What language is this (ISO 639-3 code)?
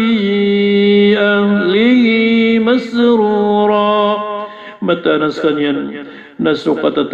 mrw